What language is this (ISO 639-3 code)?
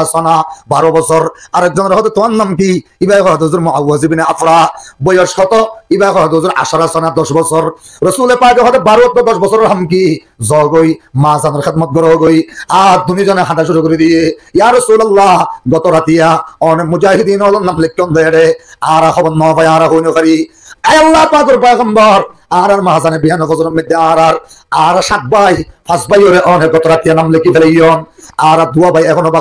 rhg